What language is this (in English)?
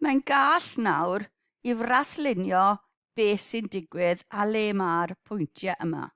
Welsh